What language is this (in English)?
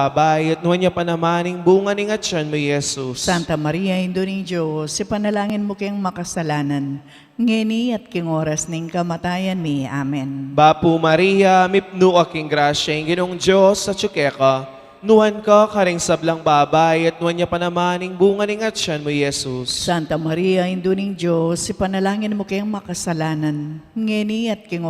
Pampanga